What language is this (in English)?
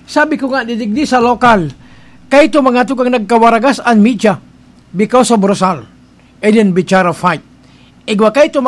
Bikol